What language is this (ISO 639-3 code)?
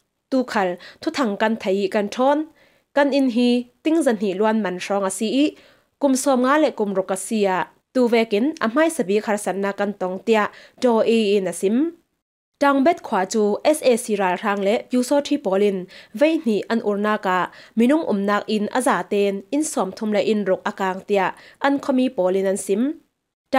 cfm